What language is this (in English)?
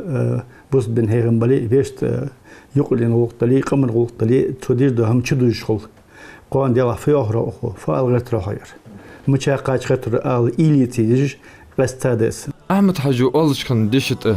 Ingush